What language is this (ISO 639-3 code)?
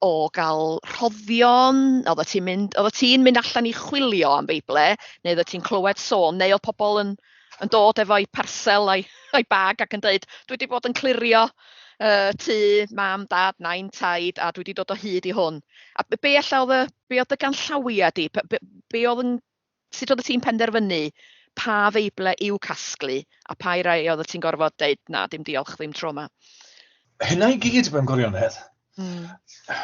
cym